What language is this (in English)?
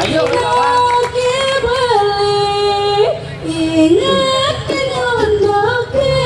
Balinese